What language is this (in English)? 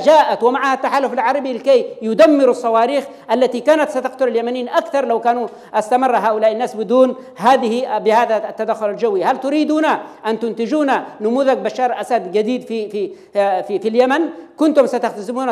Arabic